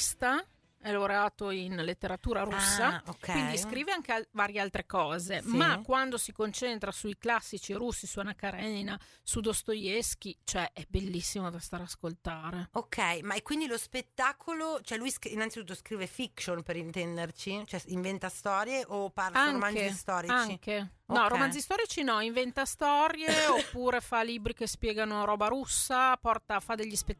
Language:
Italian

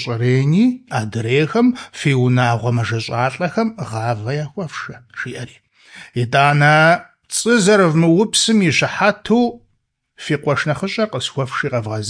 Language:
Kabardian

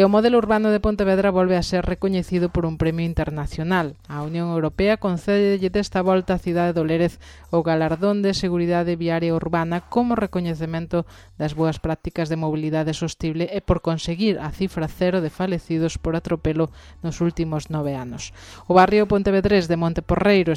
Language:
Galician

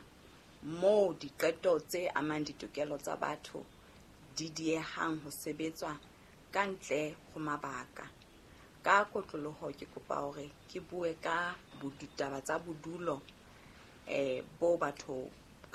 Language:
Southern Sotho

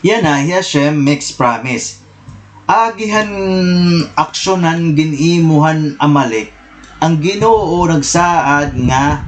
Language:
Waray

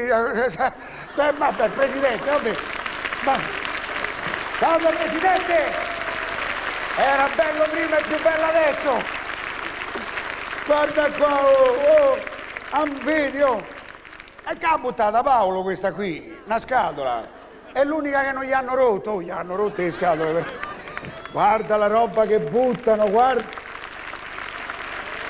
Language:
Italian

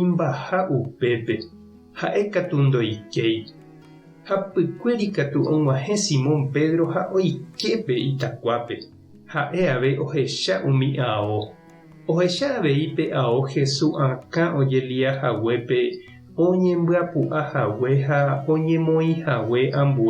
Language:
Guarani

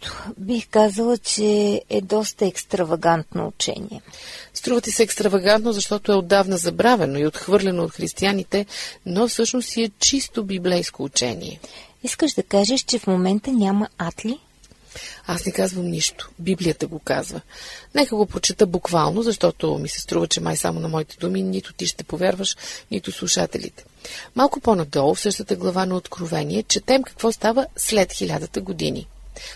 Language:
Bulgarian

